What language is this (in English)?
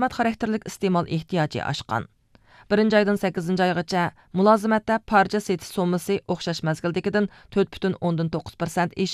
Uyghur